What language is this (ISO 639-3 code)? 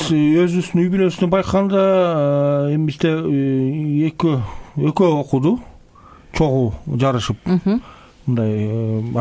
kir